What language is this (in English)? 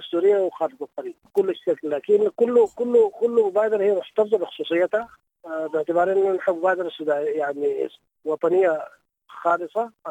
Sudanese Arabic